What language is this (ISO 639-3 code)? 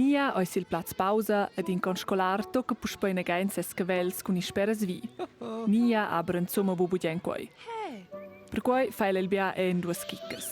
roh